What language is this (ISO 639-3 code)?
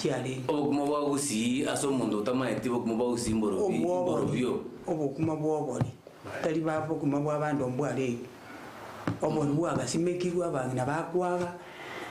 guz